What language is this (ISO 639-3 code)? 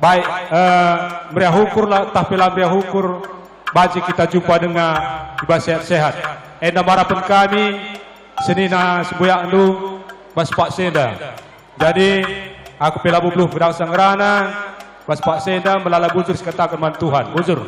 btx